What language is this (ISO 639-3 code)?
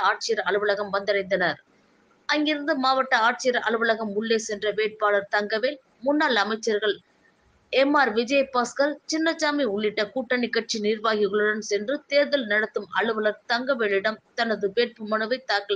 tam